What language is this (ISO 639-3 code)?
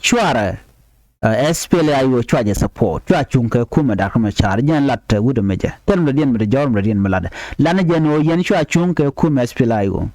nus